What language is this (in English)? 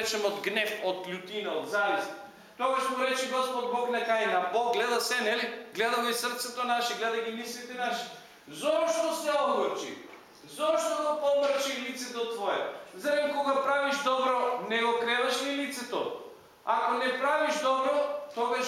Macedonian